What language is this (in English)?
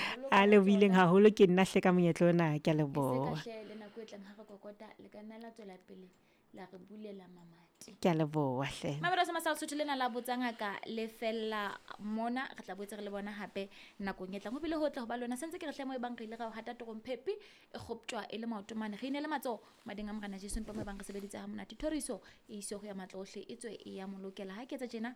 Southern Sotho